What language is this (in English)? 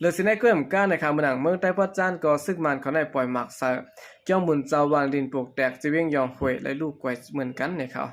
Shan